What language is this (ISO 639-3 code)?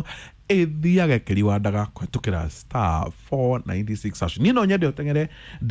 kik